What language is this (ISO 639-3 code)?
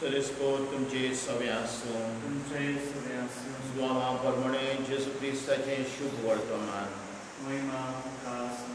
kok